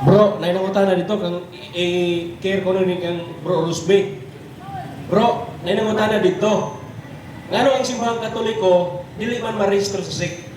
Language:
Cebuano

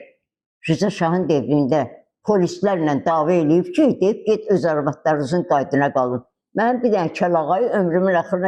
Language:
Azerbaijani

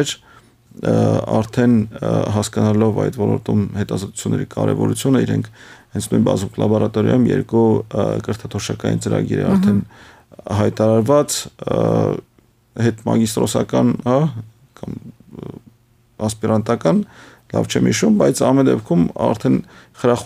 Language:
Armenian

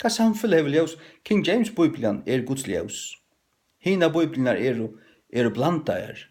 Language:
Faroese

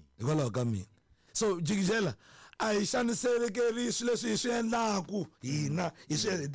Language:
Tsonga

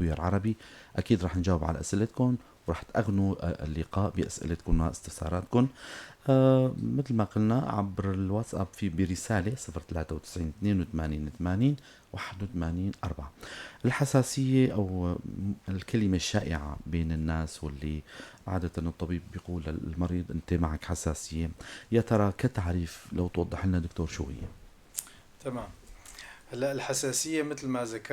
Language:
North Levantine Arabic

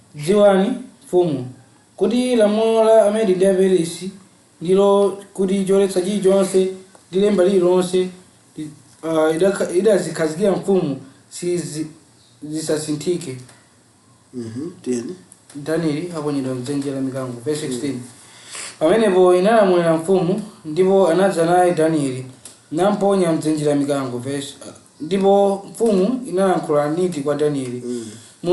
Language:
Nyanja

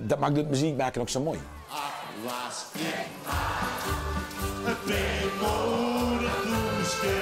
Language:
Limburgish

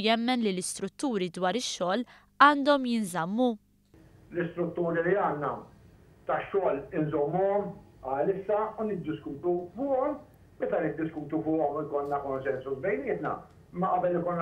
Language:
Maltese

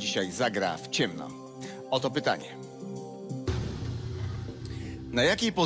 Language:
Polish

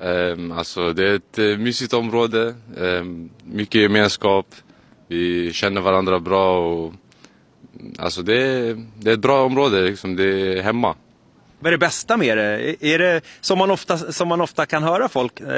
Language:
Swedish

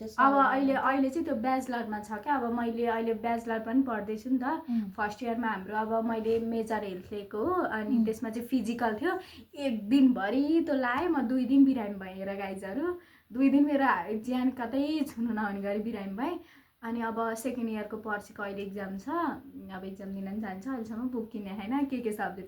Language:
Nepali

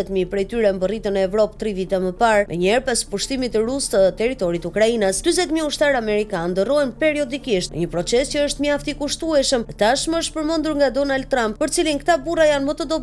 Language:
Albanian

